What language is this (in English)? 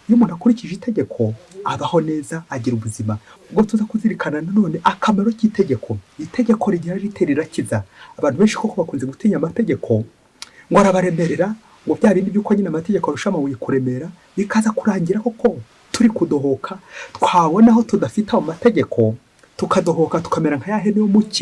Kinyarwanda